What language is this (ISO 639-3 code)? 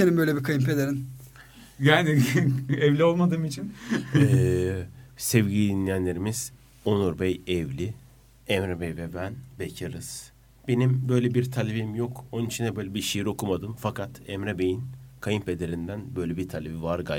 tur